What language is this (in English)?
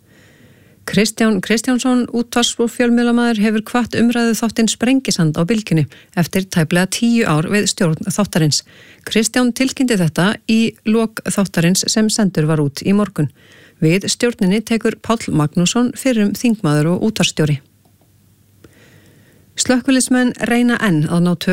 Icelandic